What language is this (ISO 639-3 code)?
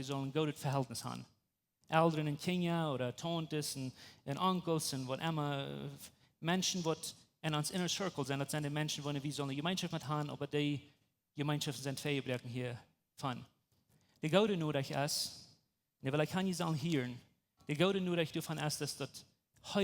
pdt